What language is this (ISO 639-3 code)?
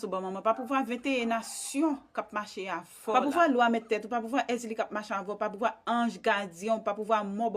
hat